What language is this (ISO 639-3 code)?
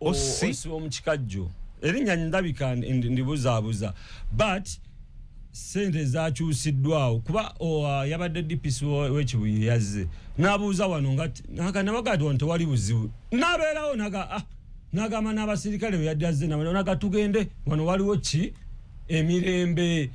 lug